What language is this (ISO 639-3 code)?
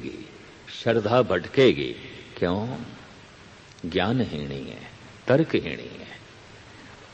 pan